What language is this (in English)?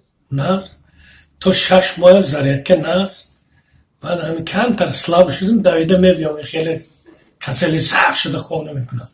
Tajik